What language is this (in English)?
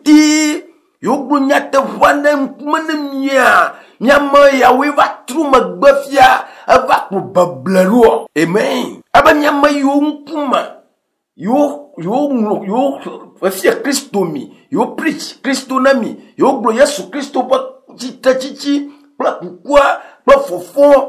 Ewe